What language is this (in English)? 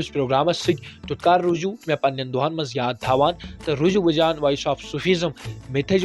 Kashmiri